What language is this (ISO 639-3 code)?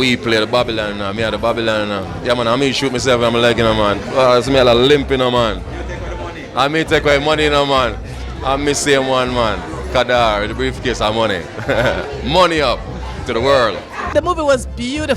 jam